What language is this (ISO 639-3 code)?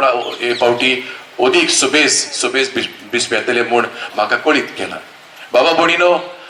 kok